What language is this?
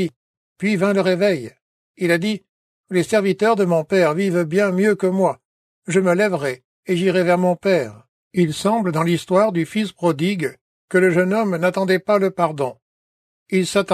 French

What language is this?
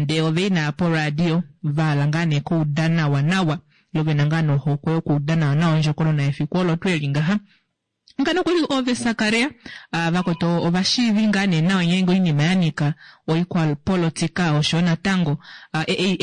Kuanyama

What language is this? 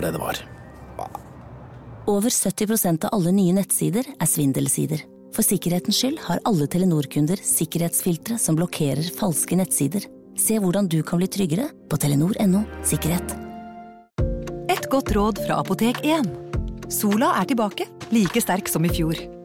Norwegian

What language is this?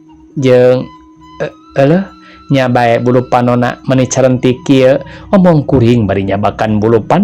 Sundanese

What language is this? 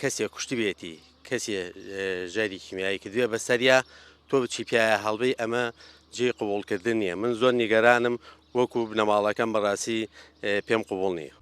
Central Kurdish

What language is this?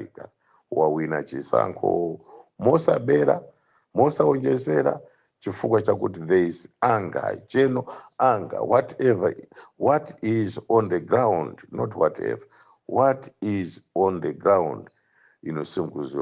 Nyanja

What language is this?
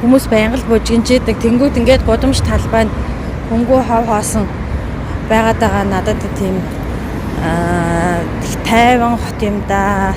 Mongolian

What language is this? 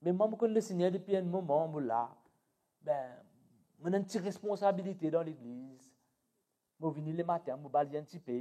Morisyen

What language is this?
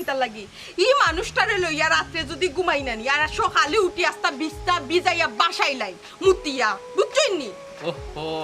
Sylheti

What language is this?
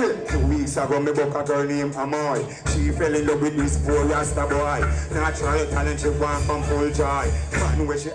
Jamaican Creole English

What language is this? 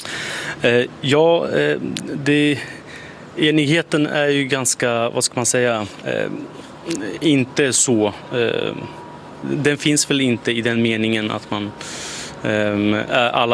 Swedish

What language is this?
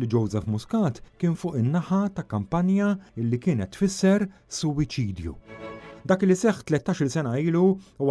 Maltese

